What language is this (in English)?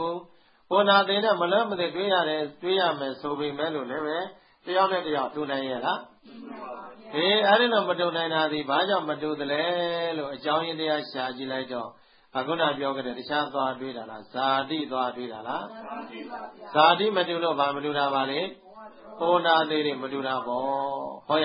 Burmese